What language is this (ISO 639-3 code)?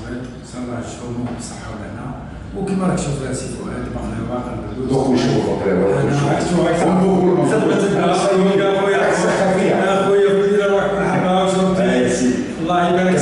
arq